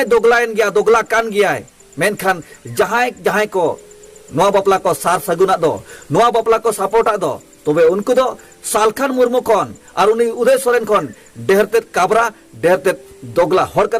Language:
Santali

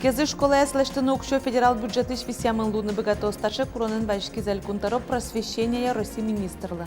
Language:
Udmurt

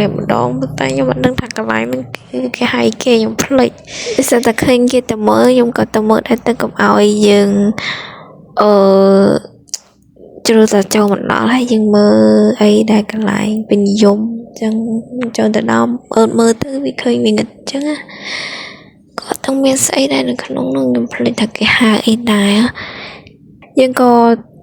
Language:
Khmer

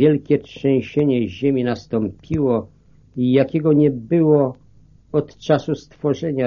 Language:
Polish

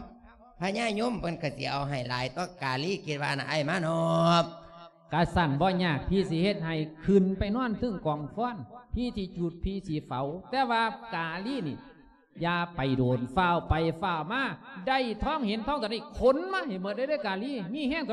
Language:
Lao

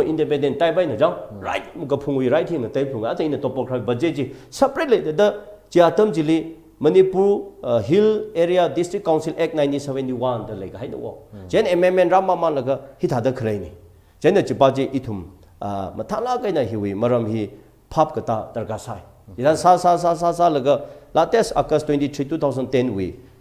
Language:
Tangkhul Naga (India)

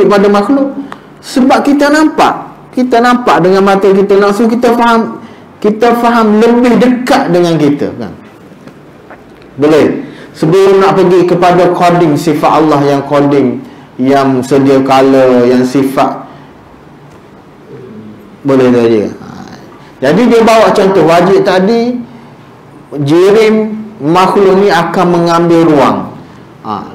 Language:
Malay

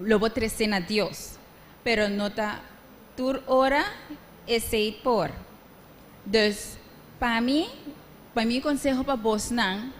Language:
Papiamento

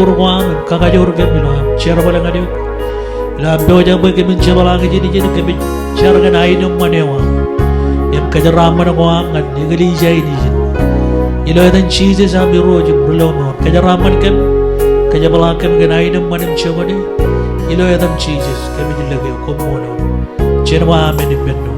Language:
Marshallese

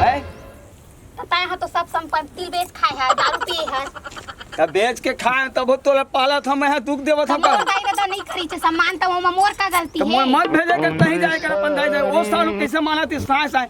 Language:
Chhattisgarhi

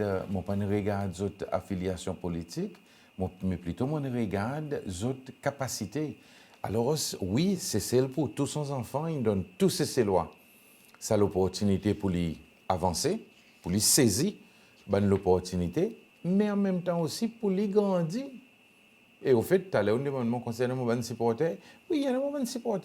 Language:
Seselwa Creole French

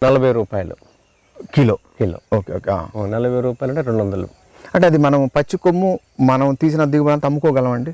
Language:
Telugu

